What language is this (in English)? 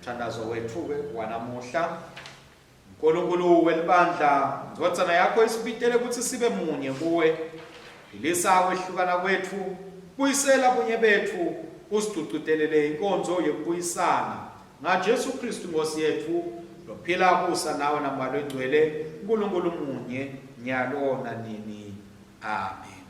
Swati